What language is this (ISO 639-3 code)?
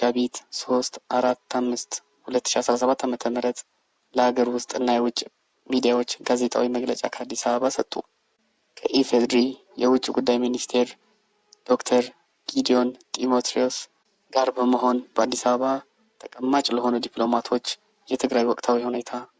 amh